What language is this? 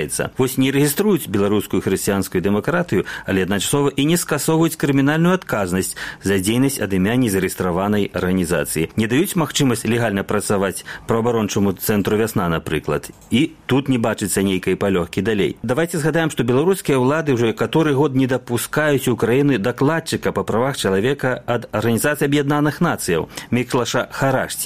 Belarusian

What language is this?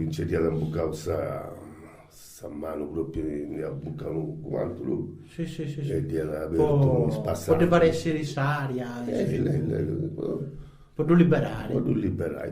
Sardinian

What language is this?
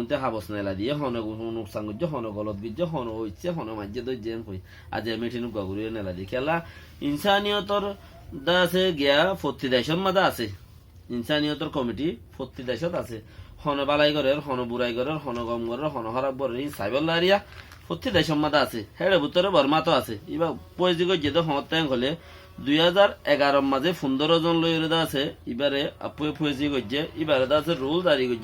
Rohingya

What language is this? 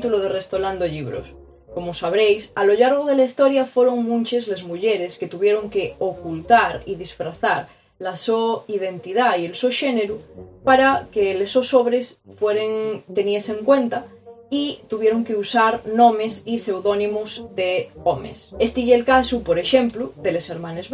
Asturian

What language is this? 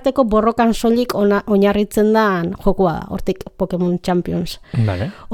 Basque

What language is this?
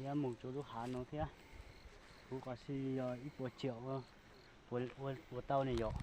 Hmong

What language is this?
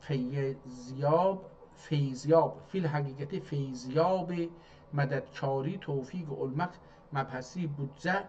South Azerbaijani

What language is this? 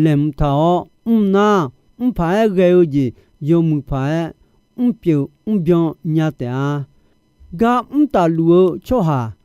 Akha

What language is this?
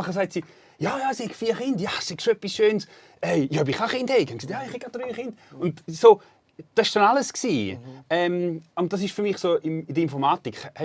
Swiss German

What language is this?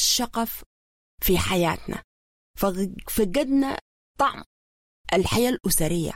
Sudanese Arabic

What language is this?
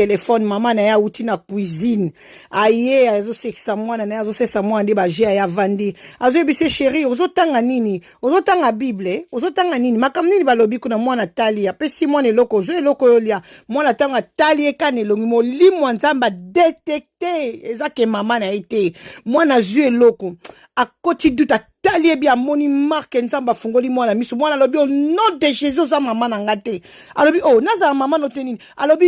Lingala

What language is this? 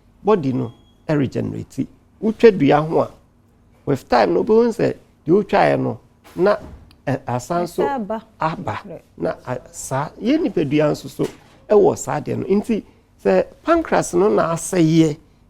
Akan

